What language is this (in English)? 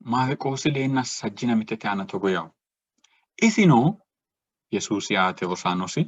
Sidamo